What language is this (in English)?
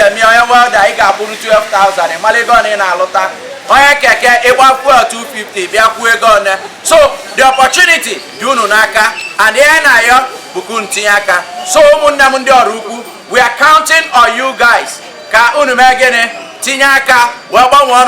Igbo